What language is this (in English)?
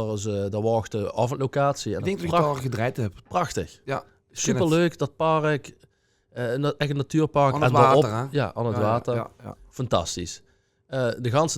Limburgish